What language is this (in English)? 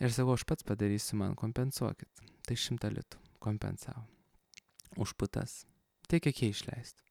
Lithuanian